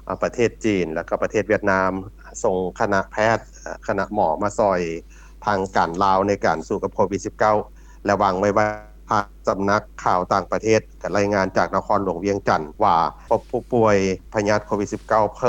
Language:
Lao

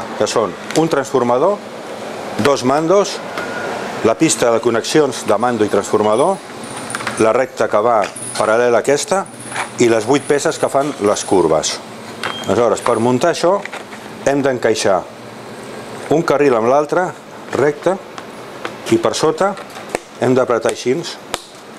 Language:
Catalan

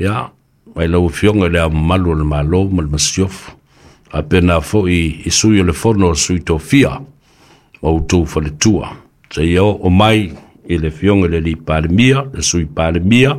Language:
Samoan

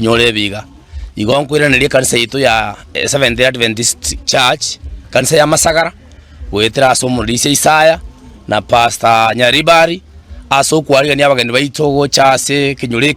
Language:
Gusii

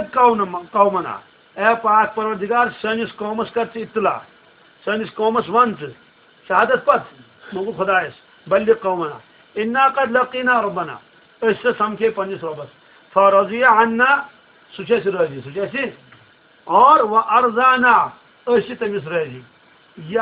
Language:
Kashmiri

